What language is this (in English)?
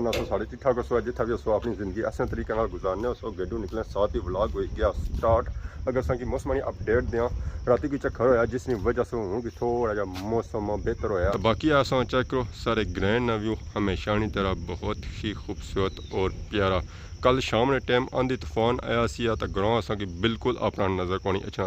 Pahari-Potwari